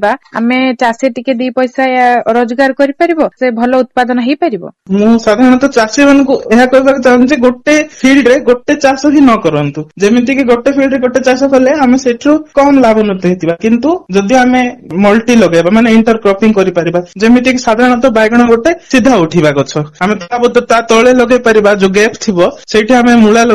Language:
Odia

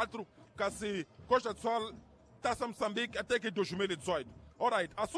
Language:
Tsonga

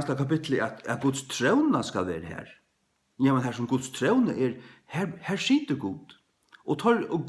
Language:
Faroese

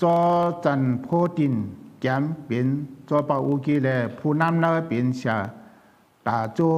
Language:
Shan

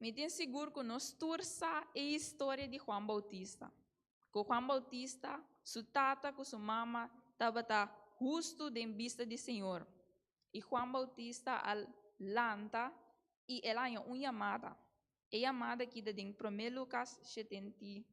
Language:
Papiamento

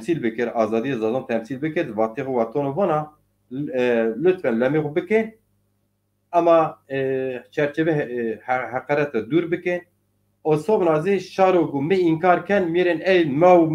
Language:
Zaza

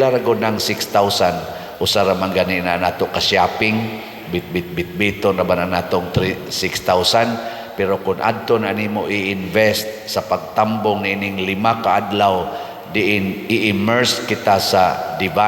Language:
Cebuano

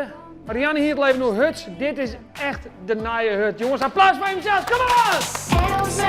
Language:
Western Frisian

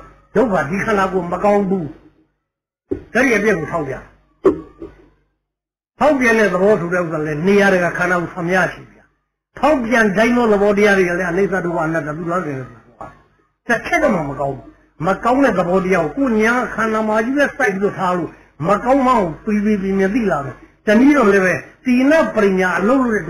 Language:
Burmese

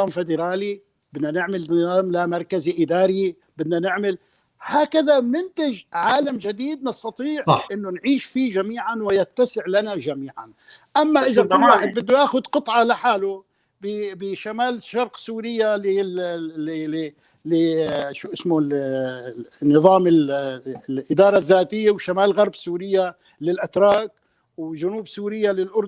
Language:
North Levantine Arabic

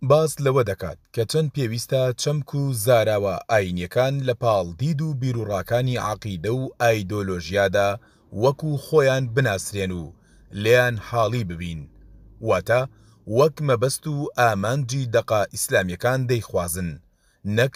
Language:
Central Kurdish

